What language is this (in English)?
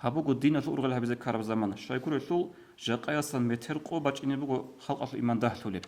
Avaric